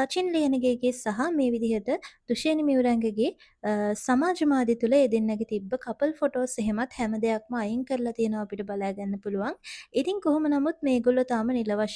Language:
Sinhala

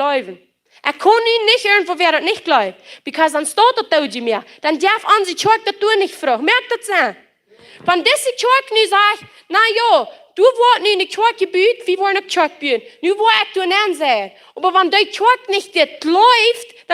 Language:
Plautdietsch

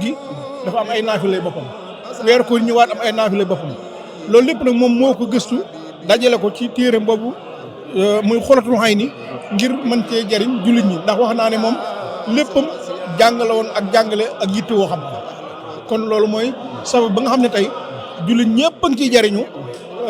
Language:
Wolof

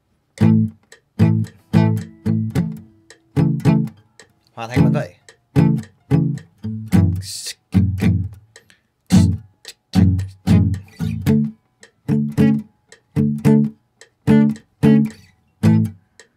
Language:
Vietnamese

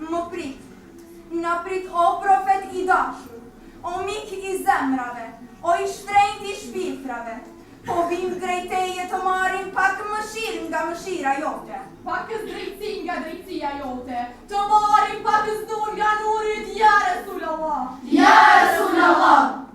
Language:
Albanian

